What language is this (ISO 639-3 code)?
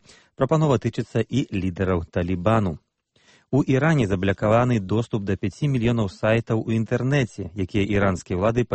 bel